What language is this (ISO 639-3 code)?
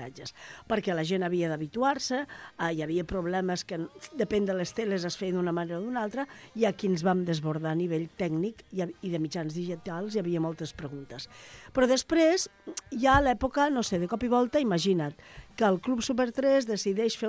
cat